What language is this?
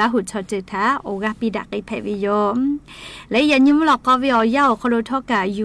Lahu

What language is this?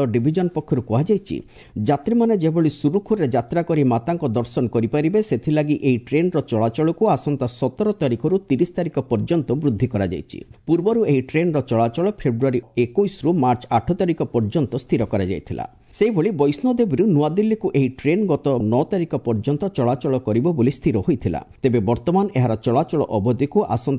Odia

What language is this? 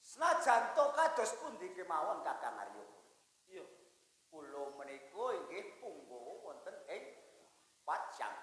Javanese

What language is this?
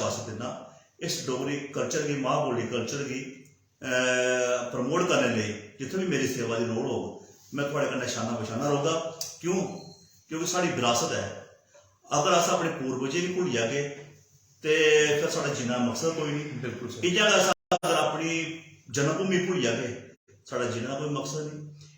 Dogri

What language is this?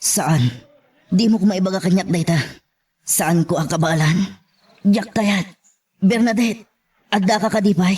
Iloko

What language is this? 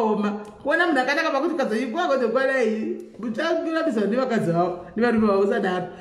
Shona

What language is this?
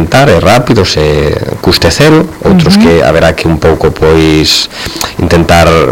Galician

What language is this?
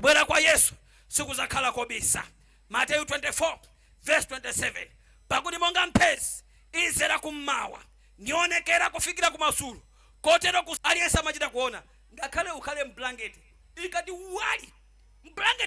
Nyanja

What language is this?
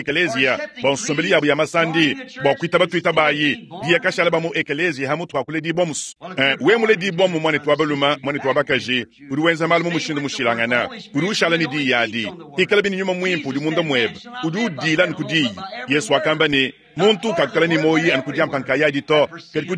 Luba-Lulua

